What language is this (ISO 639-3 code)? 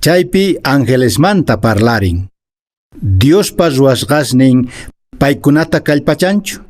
que